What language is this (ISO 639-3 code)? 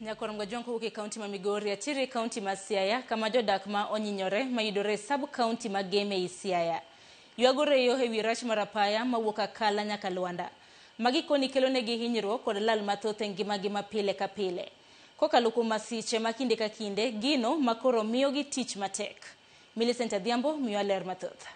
luo